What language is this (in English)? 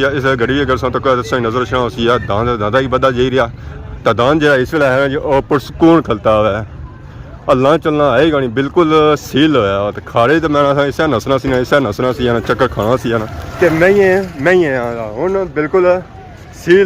Pahari-Potwari